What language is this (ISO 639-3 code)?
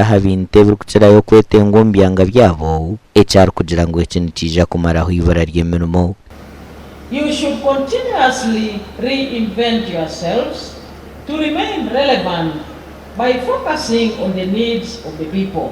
nyn